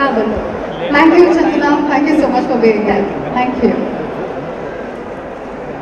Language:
Kannada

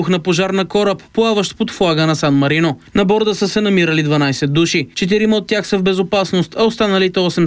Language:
Bulgarian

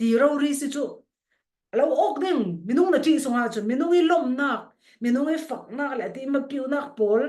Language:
Falam Chin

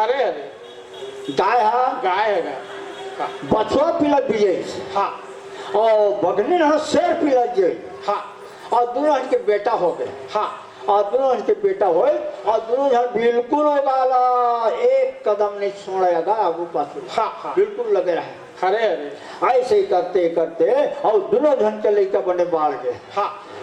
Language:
Chhattisgarhi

